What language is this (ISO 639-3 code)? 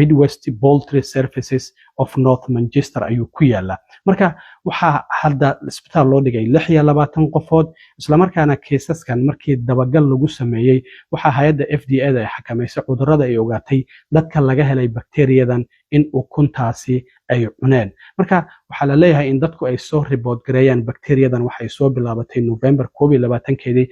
som